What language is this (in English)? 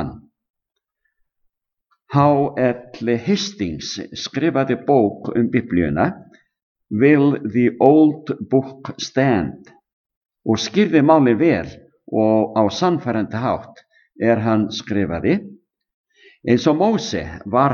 Icelandic